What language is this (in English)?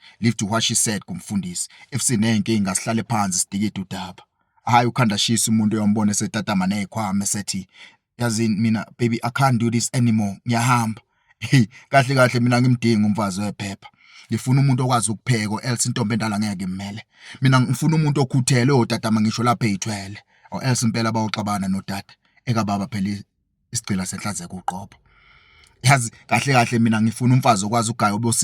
Zulu